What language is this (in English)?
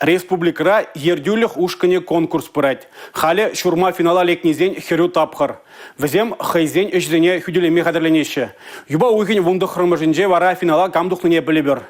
Chuvash